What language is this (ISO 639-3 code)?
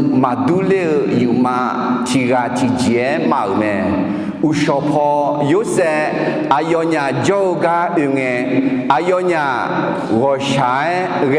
ahk